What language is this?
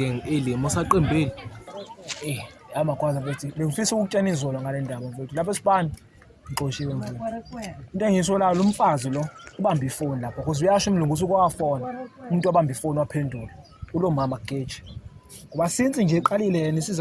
Zulu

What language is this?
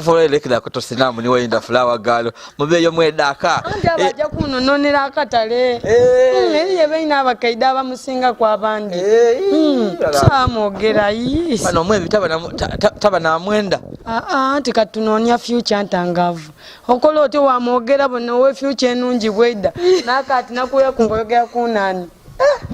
Soga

